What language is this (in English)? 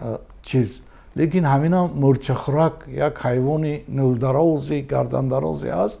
Tajik